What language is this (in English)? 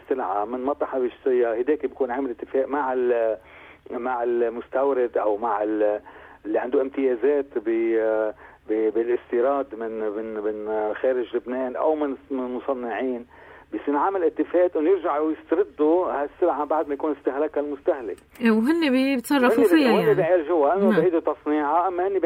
North Levantine Arabic